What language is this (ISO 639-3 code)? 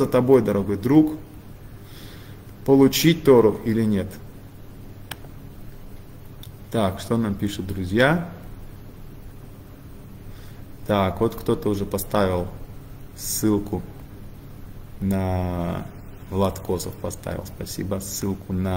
rus